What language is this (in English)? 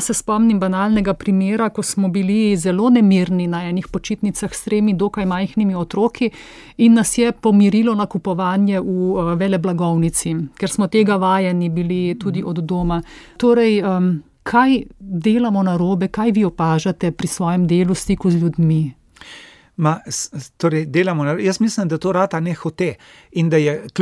Slovenian